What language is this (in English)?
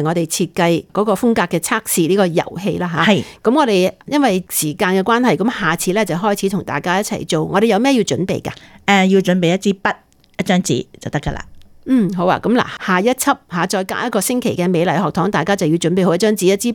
Cantonese